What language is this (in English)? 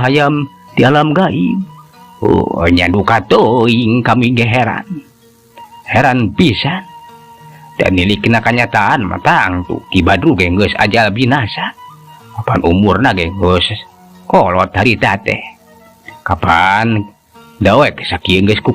Sundanese